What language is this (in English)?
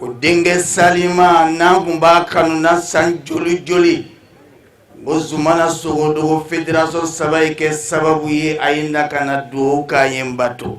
Bambara